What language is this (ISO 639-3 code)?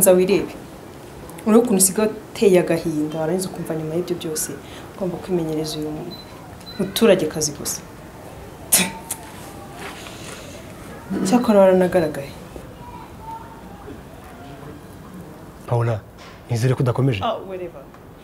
kin